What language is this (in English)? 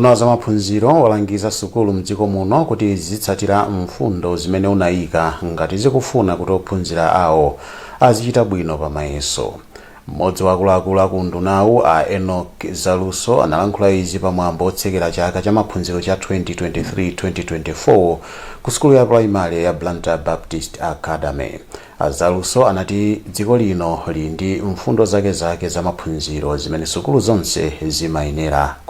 Nyanja